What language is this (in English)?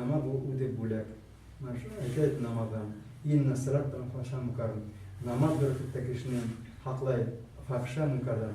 Bashkir